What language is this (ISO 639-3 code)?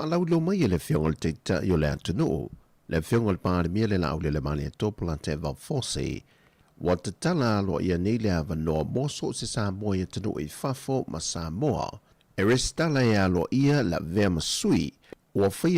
smo